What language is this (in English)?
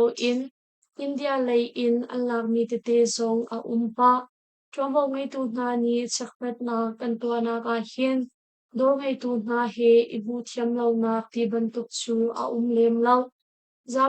Hakha Chin